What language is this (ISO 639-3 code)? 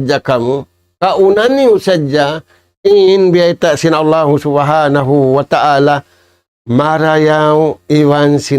tsg